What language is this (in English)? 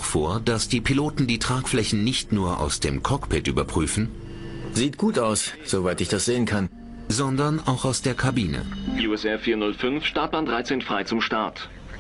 German